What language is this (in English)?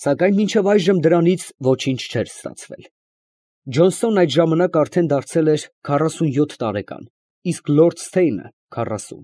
Armenian